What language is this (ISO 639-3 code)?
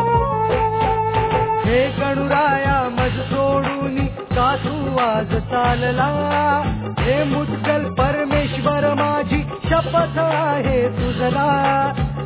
mar